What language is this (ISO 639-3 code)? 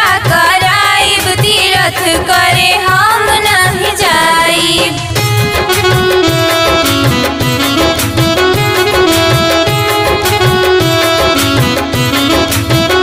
bho